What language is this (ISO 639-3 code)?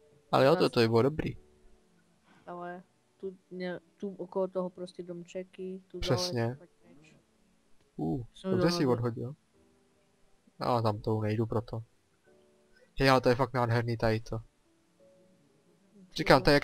ces